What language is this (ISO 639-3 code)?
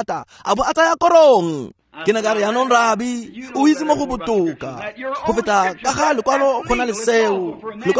tsn